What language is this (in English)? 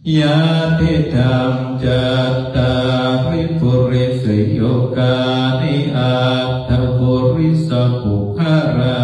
Pali